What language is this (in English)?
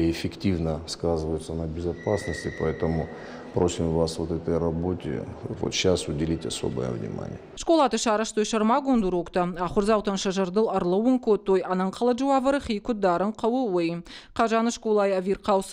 Ossetic